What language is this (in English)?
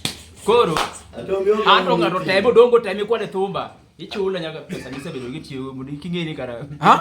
Luo (Kenya and Tanzania)